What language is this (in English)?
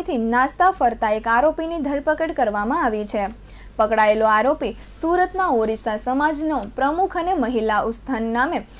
Gujarati